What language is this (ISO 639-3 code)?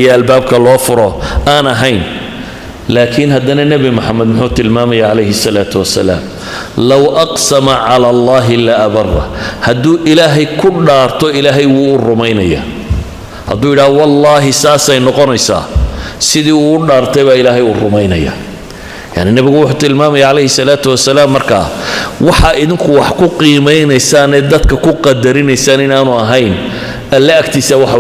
som